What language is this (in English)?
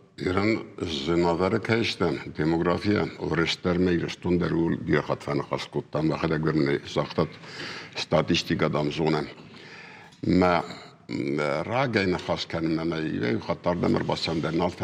Ossetic